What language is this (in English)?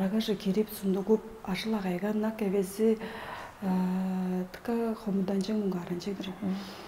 Tuvinian